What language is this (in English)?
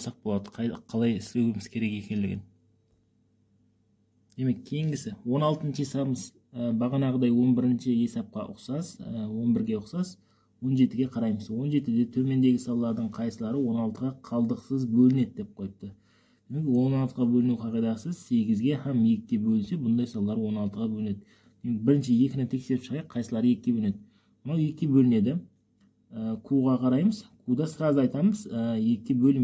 Kazakh